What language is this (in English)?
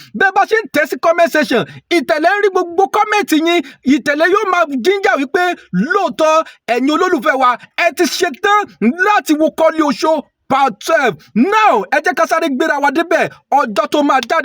Yoruba